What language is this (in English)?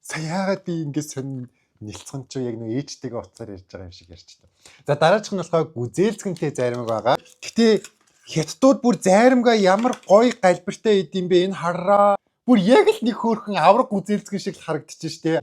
Mongolian